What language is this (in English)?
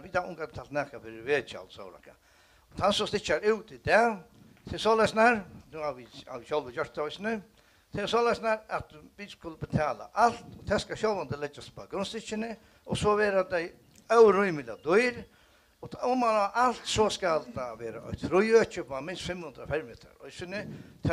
Faroese